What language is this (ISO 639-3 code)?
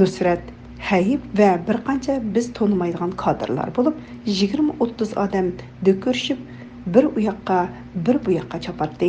uig